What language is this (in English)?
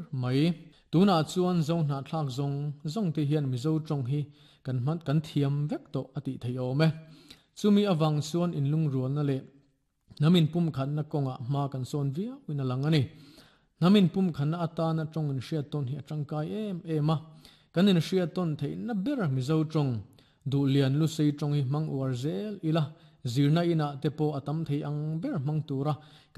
Mizo